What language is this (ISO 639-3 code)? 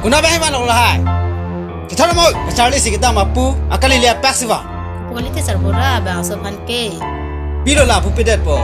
mjw